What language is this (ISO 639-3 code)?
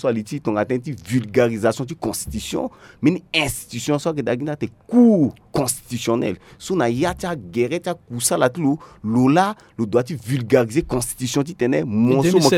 sag